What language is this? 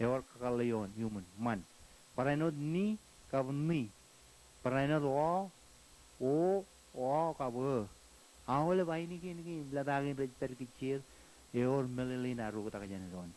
Marshallese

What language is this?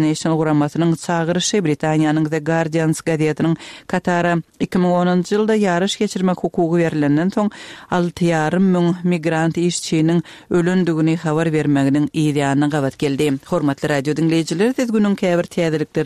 Kyrgyz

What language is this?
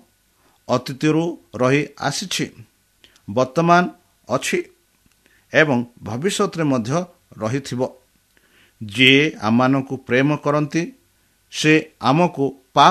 Odia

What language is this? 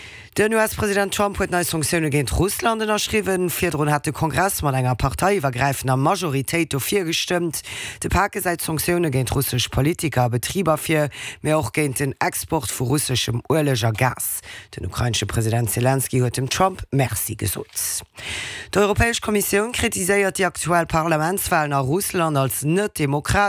Luxembourgish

